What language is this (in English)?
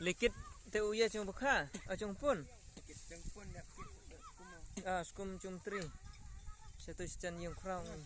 Khasi